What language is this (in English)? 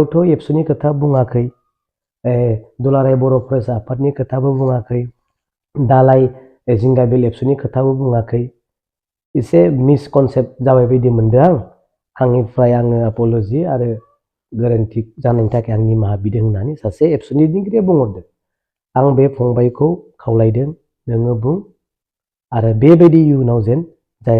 Bodo